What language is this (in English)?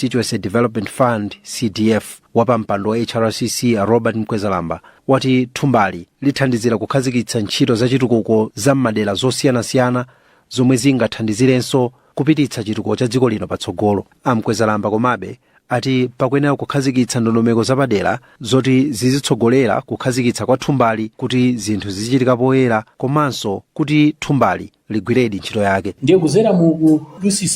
Nyanja